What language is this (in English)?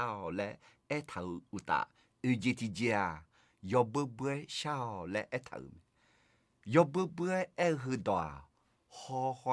Akha